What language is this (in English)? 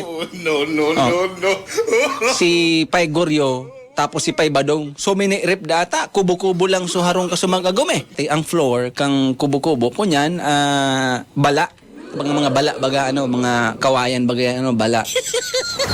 Bikol